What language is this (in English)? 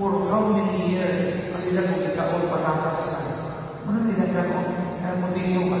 Cebuano